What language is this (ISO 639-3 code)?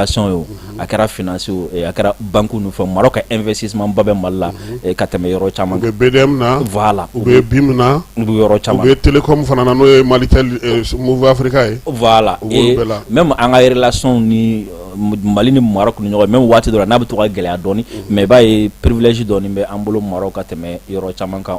bam